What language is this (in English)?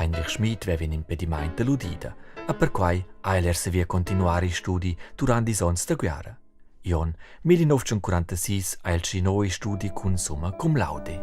Romansh